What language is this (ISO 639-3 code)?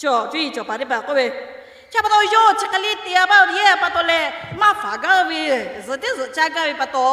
lhu